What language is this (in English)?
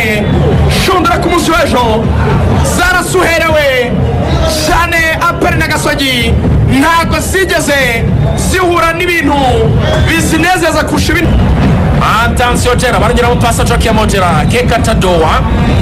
Kinyarwanda